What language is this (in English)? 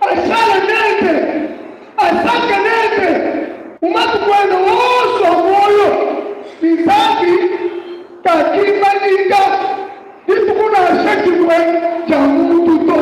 Luba-Lulua